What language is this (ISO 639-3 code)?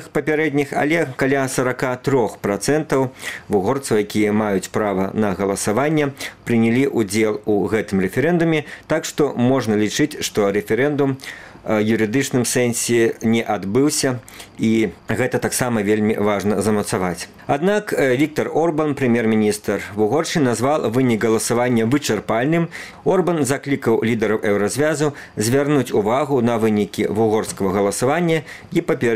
bel